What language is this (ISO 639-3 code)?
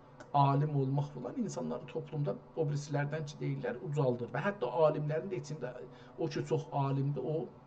azb